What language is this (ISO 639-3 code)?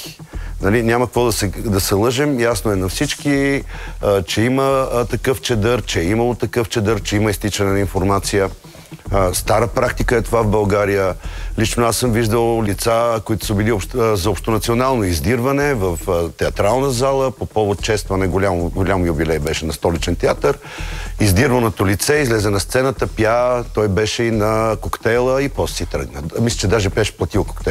bul